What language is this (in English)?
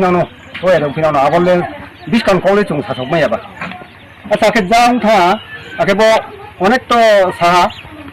Riang (India)